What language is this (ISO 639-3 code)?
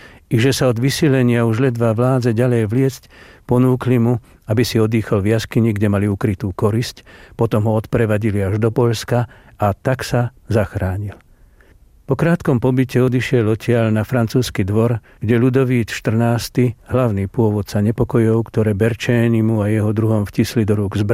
slk